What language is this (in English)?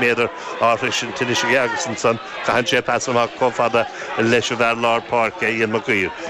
Irish